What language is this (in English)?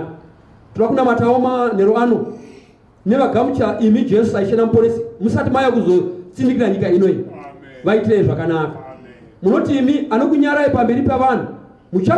Shona